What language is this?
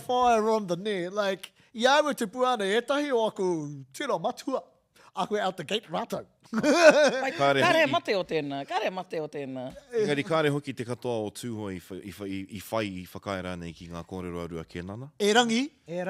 Māori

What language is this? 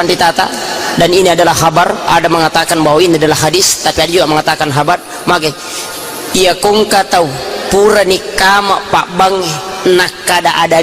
Buginese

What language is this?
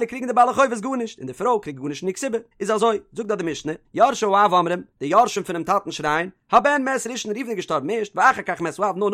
Yiddish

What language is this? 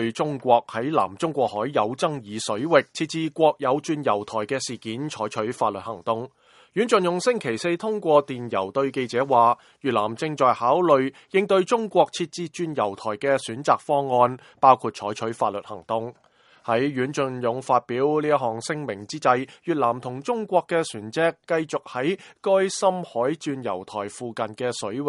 Cantonese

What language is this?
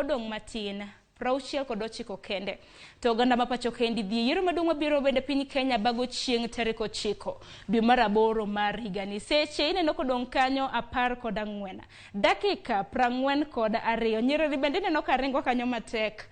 Luo (Kenya and Tanzania)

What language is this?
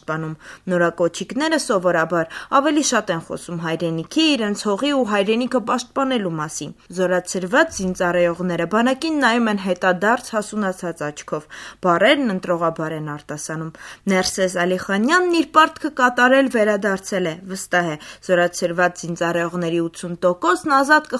Armenian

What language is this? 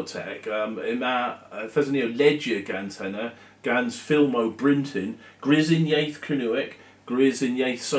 Cornish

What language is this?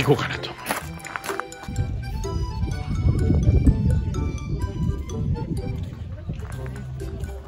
Japanese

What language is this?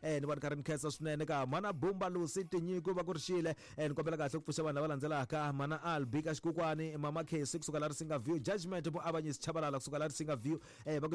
Tsonga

